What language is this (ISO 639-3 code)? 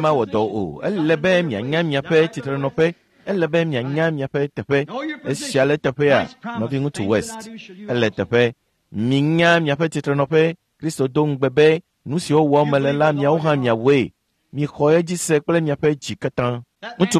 ewe